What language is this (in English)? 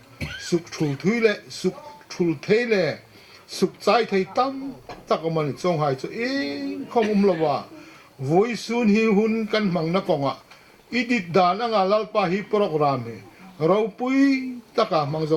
Hmar